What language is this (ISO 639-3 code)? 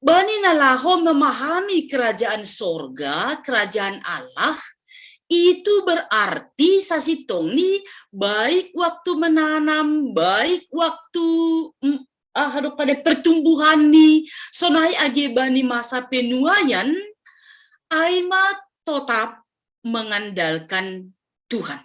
bts